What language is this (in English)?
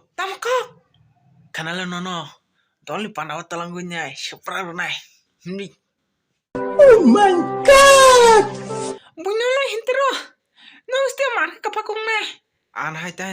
Kok Borok